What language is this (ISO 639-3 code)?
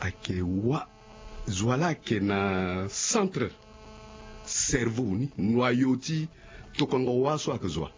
sag